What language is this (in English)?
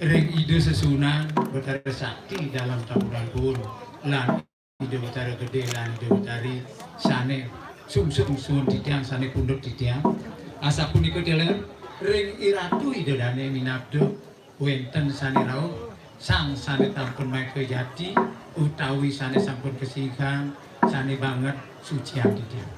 Balinese